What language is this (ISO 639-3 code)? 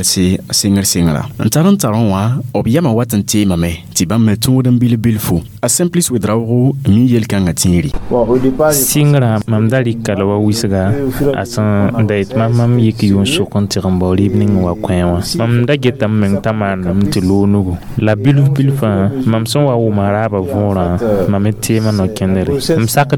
mos